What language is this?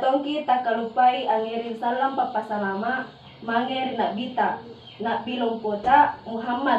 Makasar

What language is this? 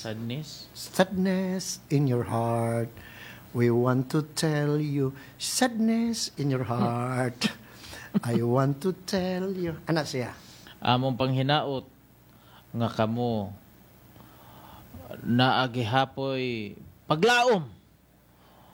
Cebuano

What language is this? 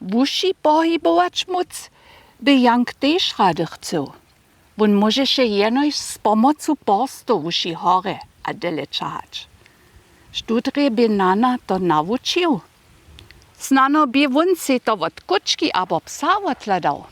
Upper Sorbian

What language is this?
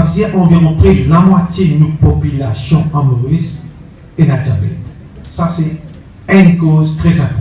Morisyen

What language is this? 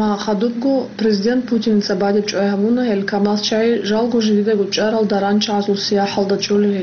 Avaric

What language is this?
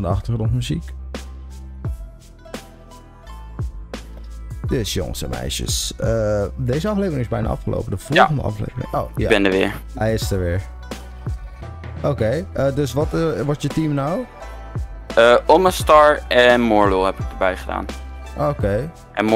Dutch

